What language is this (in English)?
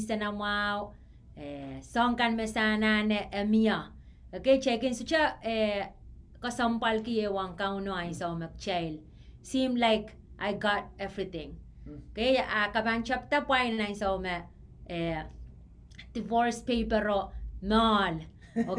Pohnpeian